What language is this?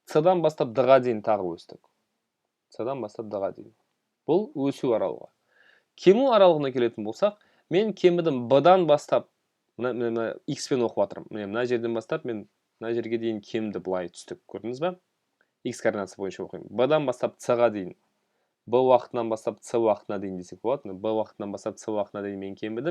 Kazakh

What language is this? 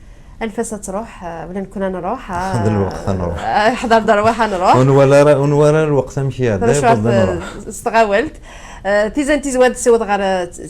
Kabyle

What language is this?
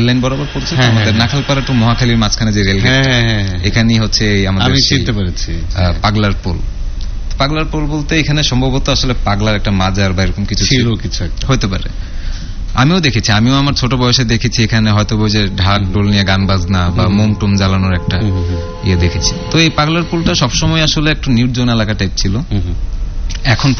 Bangla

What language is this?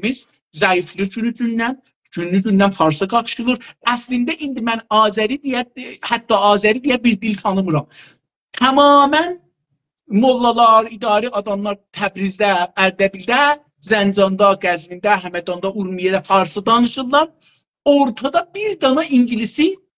South Azerbaijani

